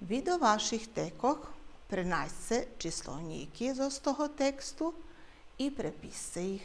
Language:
Rusyn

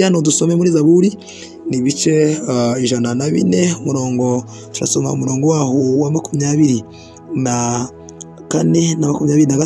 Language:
Kinyarwanda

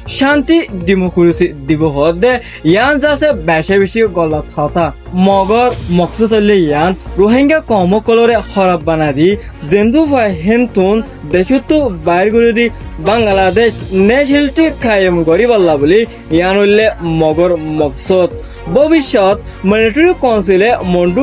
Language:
Rohingya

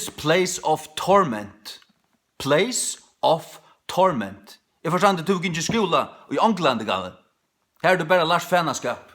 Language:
Faroese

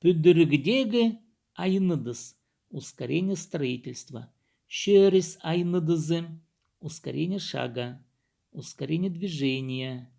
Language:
Khakas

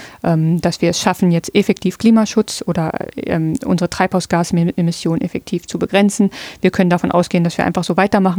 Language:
German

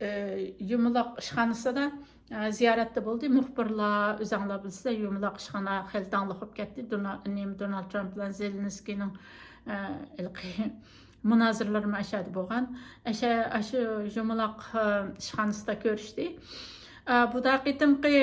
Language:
Uyghur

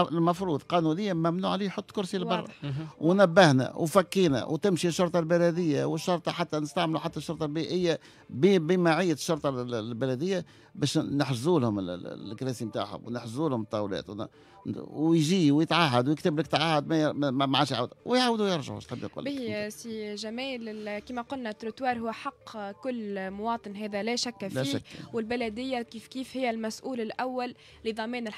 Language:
Tunisian Arabic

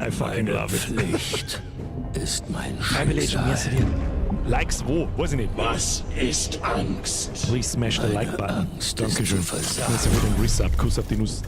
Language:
Bavarian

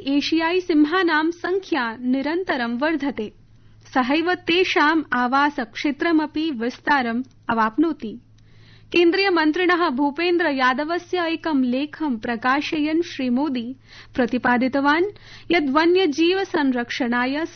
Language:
Sanskrit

